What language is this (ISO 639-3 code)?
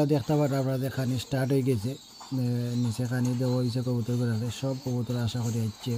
syl